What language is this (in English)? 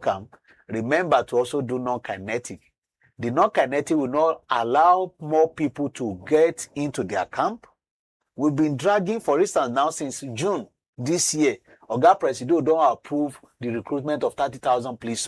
Nigerian Pidgin